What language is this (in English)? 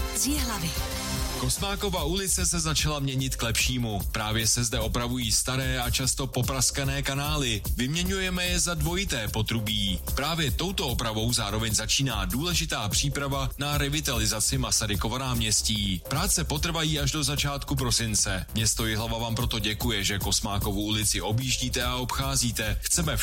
Czech